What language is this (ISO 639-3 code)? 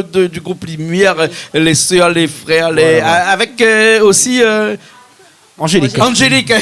rcf